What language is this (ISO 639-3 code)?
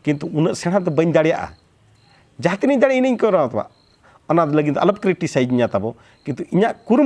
sat